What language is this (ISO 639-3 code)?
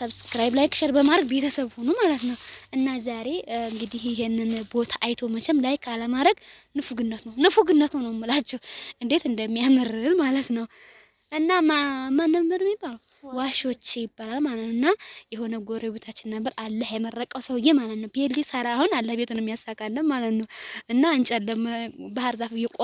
amh